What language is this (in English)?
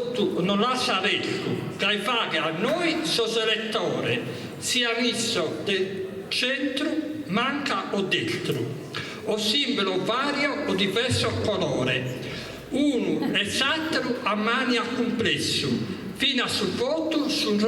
Sardinian